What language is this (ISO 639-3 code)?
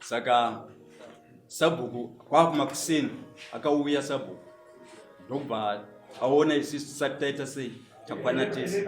sna